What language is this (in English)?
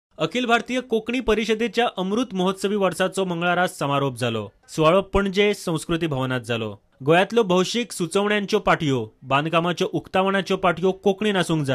Konkani